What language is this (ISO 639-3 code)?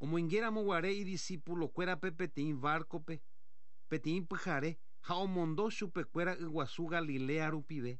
grn